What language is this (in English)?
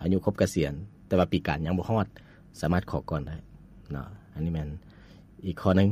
Lao